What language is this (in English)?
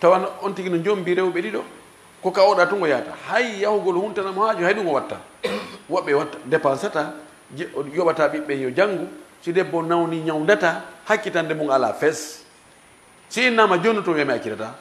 Fula